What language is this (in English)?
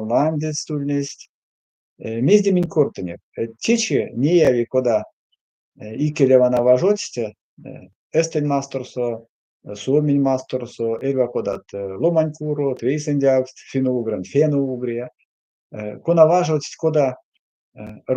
Erzya